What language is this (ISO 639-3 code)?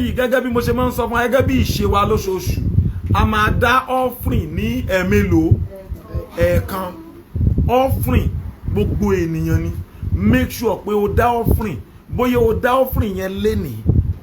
yor